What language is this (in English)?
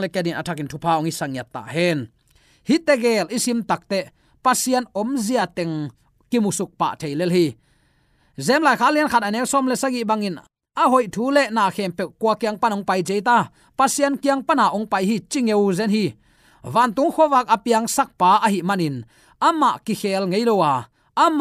Tedim Chin